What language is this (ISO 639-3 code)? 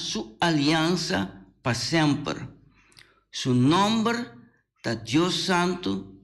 pap